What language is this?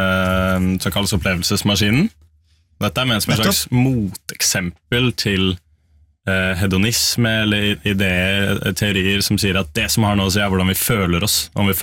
Norwegian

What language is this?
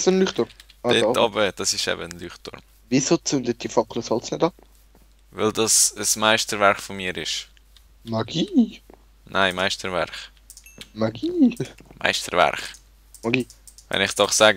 Swiss German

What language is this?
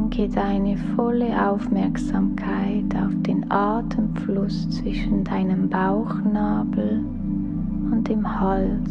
Swiss German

